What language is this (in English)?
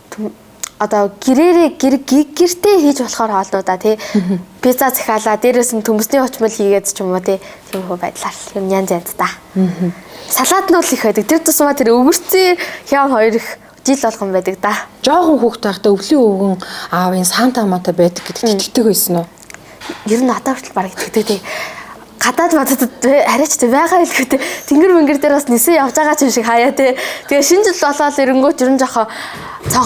Mongolian